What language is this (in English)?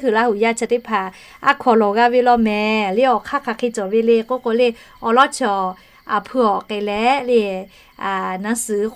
Lahu